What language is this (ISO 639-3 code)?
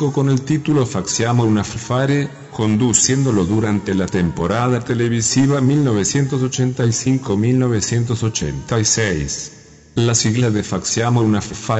spa